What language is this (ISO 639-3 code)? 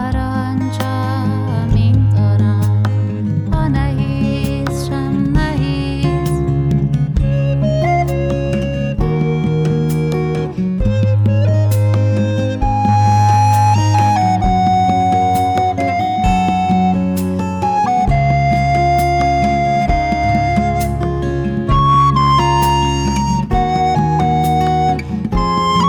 hun